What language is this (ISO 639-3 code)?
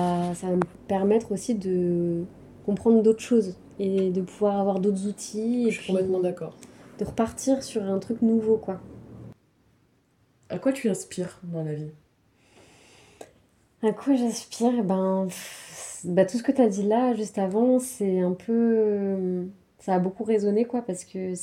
fra